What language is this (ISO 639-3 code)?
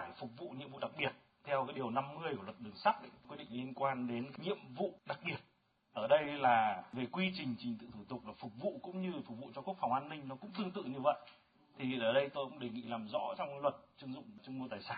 vie